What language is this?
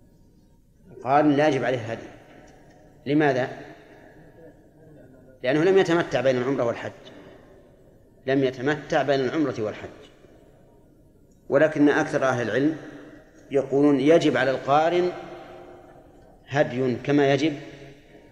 Arabic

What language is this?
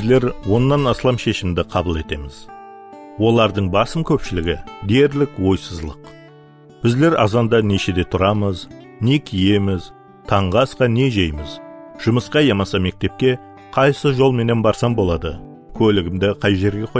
Kara-Kalpak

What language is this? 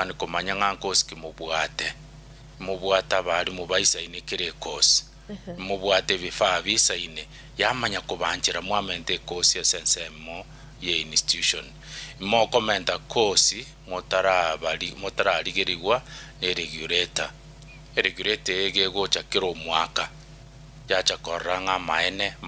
Gusii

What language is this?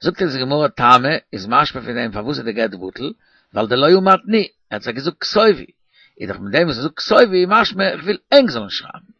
Yiddish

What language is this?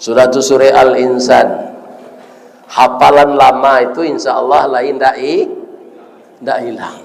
Minangkabau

